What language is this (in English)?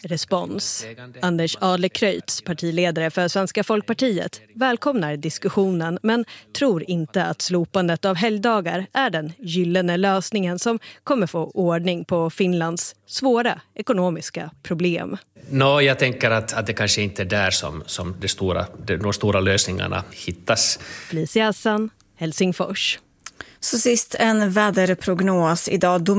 Swedish